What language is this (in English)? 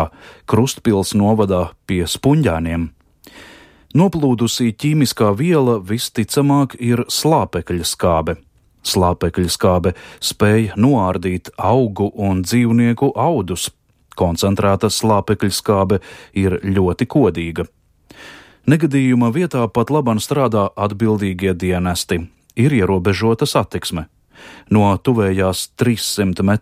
Latvian